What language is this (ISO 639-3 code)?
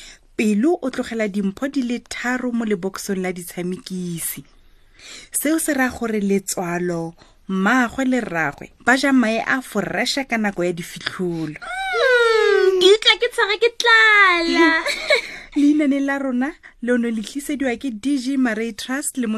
tsn